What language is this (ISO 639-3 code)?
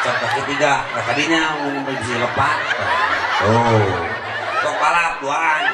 sun